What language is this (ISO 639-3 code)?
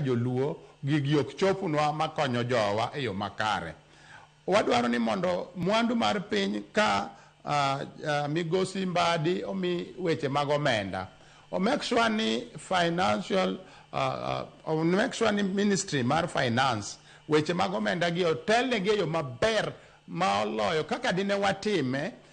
luo